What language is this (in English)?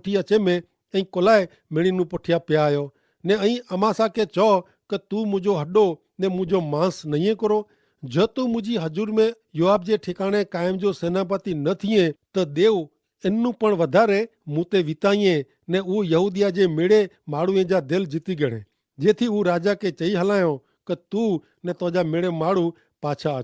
Kachhi